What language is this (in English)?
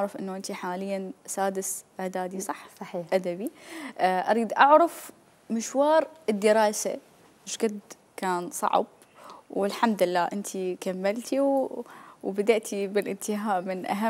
Mesopotamian Arabic